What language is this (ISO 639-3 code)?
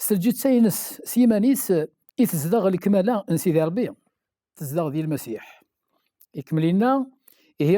kab